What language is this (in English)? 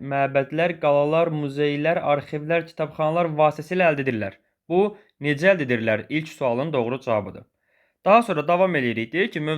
Azerbaijani